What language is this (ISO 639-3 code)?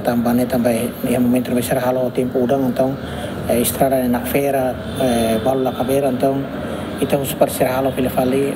tet